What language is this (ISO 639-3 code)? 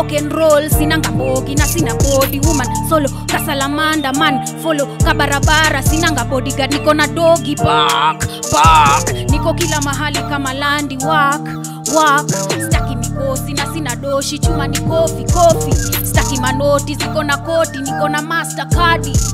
swa